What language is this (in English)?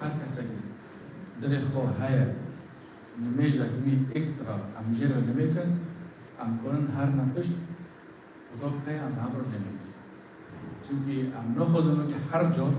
Kurdish